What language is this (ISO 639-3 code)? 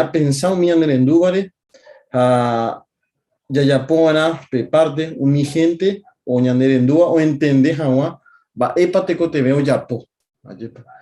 grn